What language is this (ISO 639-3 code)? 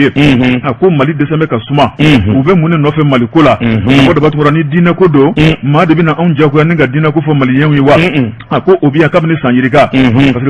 bam